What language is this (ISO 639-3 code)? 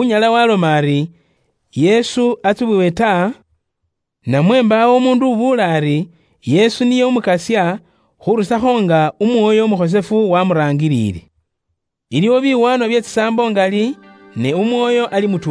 luy